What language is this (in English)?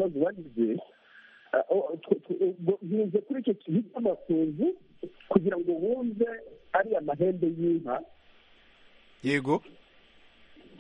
Kinyarwanda